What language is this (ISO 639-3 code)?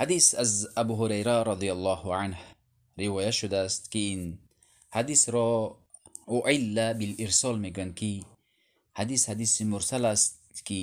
tgk